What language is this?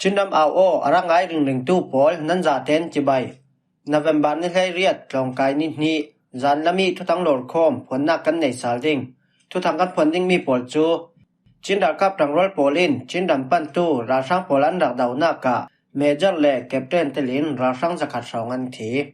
Falam Chin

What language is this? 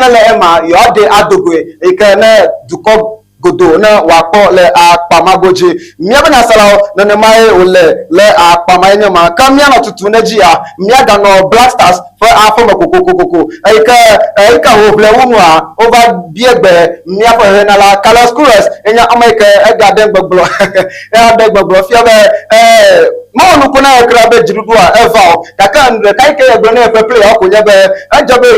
Ewe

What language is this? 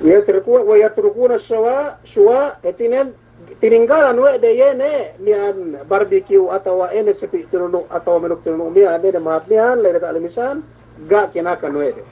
Yakan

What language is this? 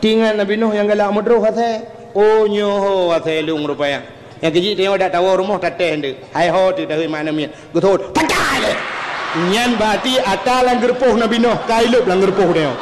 Achinese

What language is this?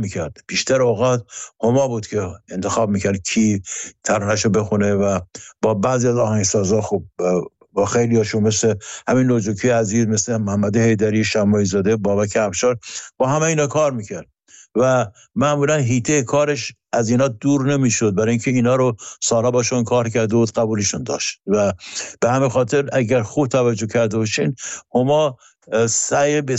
Persian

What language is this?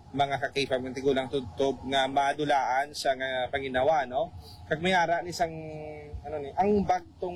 Hiligaynon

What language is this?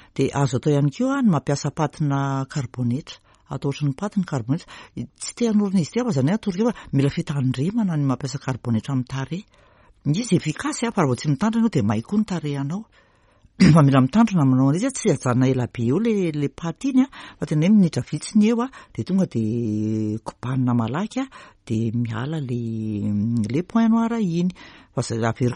Malagasy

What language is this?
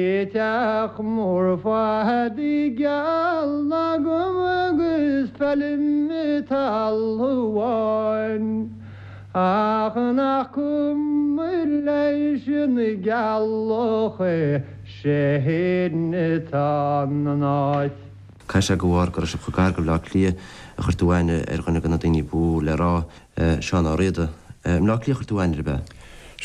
Irish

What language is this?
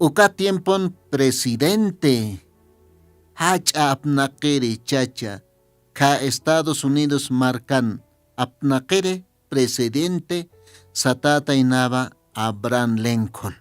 Aymara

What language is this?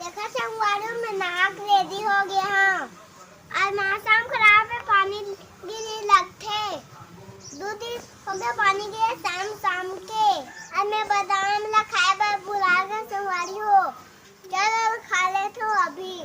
Chhattisgarhi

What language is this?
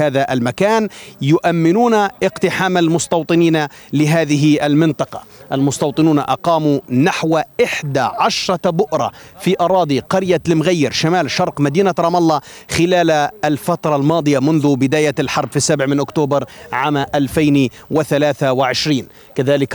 Arabic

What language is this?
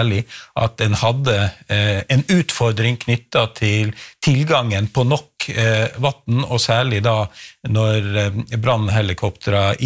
Norwegian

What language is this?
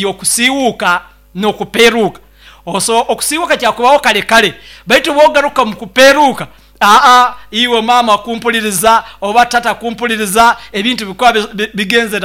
Nyoro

